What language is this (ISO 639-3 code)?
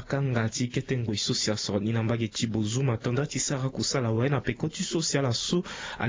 sag